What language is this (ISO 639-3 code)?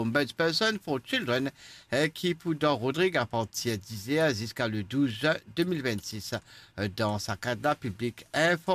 mfe